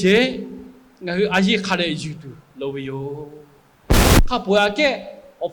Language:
Lahu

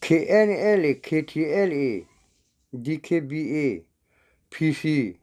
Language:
S'gaw Karen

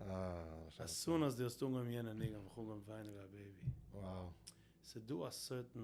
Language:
Yiddish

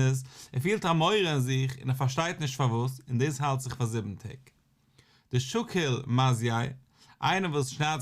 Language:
Yiddish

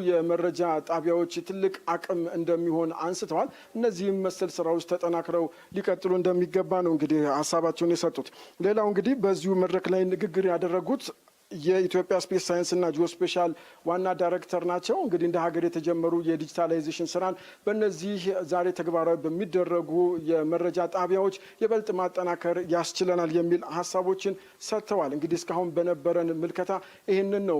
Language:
Amharic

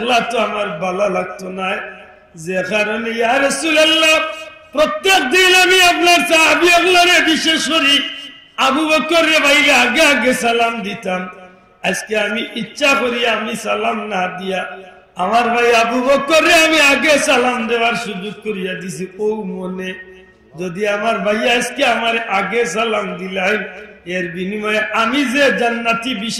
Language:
Sylheti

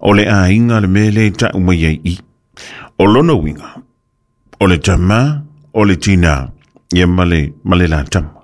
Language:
Samoan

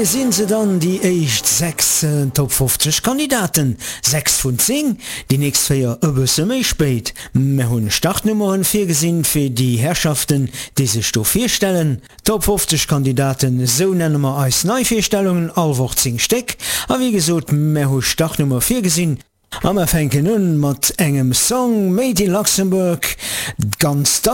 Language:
Luxembourgish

